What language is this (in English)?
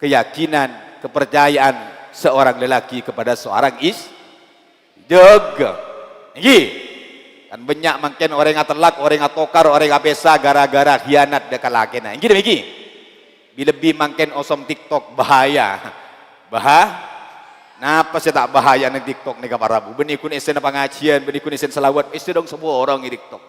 Madurese